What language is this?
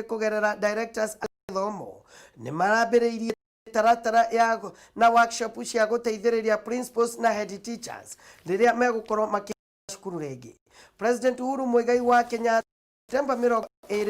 Kikuyu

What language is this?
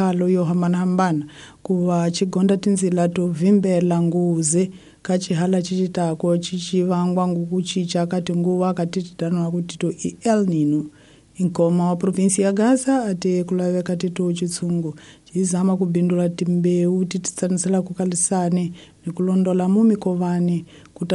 Tsonga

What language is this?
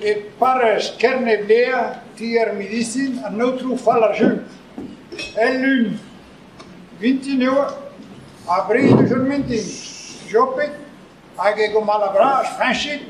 Breton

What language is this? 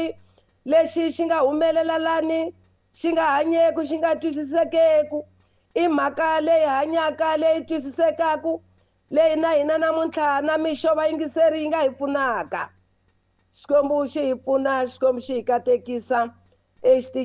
Tsonga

